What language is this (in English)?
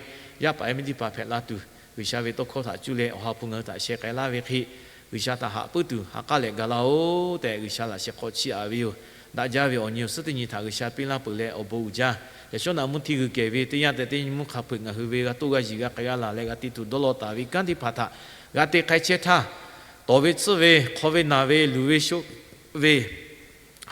Lahu